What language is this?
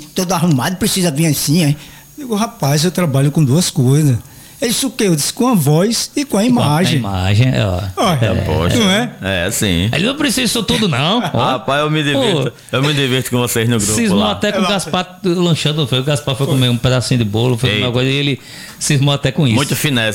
Portuguese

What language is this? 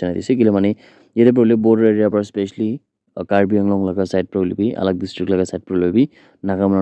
Naga Pidgin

